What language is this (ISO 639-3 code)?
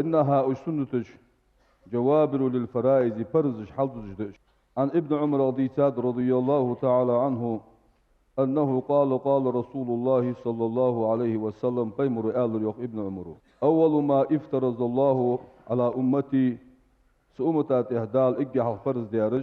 inh